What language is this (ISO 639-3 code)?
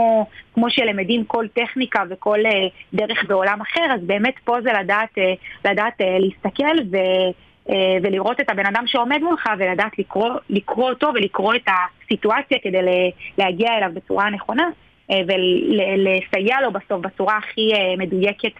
heb